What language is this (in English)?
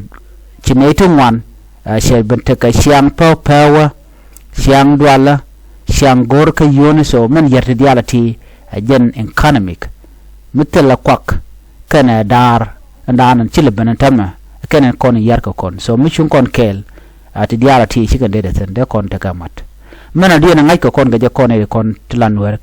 Nuer